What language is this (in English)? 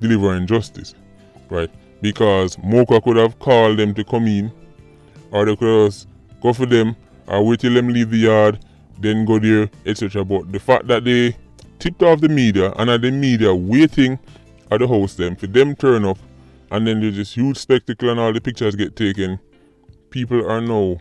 Jamaican Creole English